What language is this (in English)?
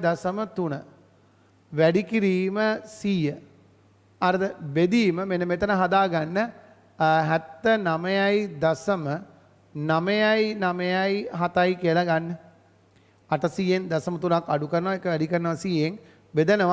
Sinhala